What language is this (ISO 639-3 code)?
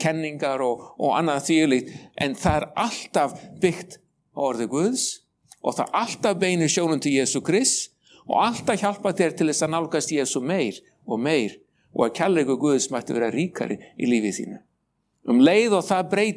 isl